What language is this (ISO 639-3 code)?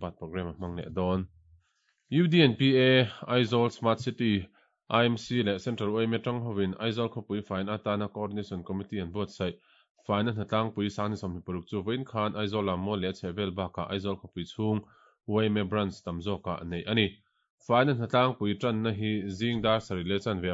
lus